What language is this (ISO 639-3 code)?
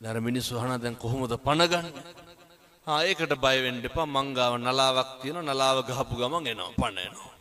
sin